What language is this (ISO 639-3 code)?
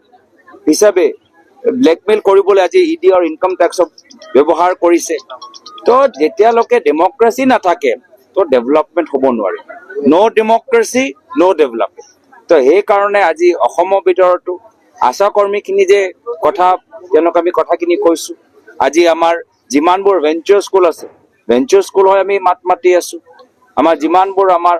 asm